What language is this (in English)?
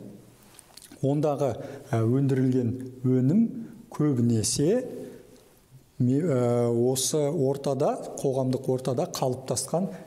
Kazakh